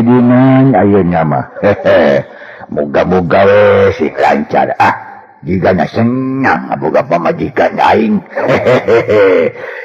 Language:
Sundanese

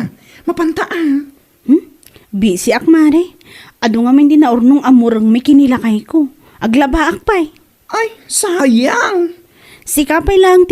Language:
Iloko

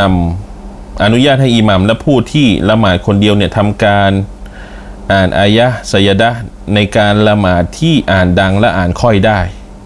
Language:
Thai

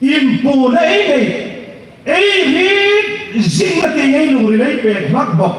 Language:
Hmar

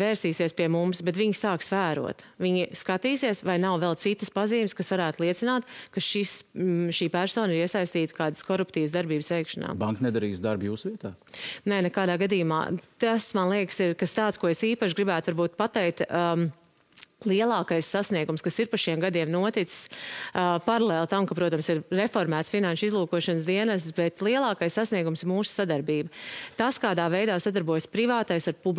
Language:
Latvian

